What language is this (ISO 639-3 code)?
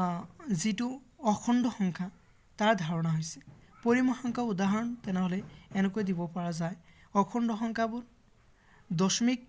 asm